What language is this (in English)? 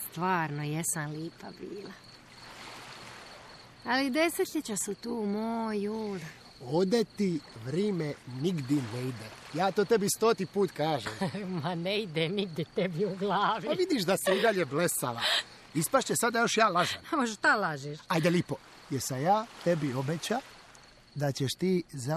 Croatian